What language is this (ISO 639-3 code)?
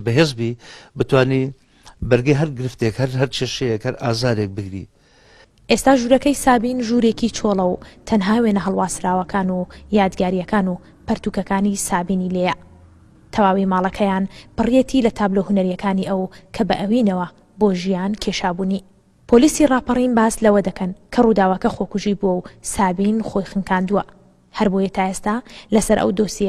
ckb